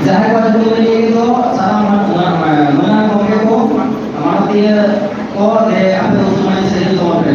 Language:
Santali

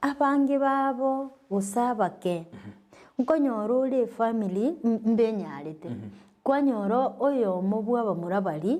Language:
Gusii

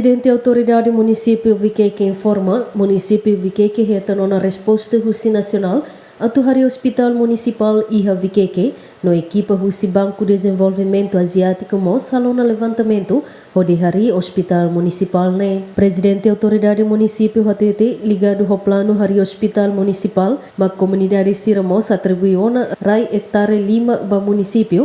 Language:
Tetum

